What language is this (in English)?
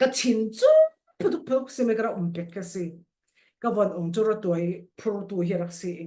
Falam Chin